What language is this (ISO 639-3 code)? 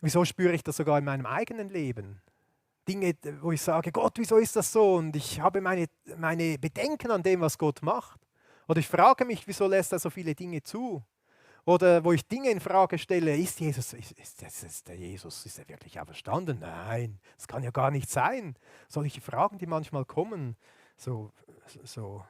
gsw